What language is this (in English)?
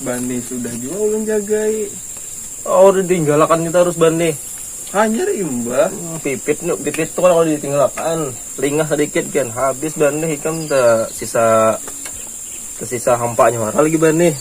Banjar